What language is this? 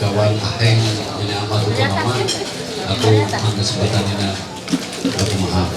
Ma'anyan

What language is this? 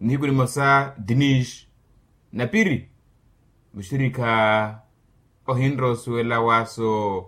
Makhuwa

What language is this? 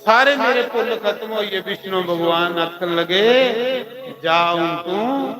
Dogri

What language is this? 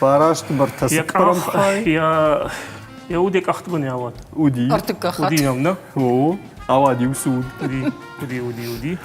Ossetic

